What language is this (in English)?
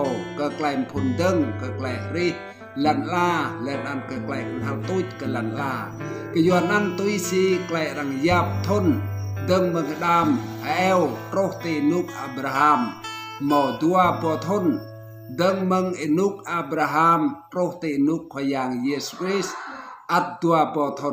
Rade